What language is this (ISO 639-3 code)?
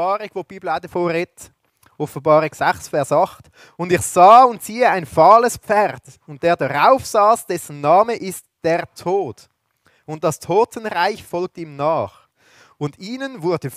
gsw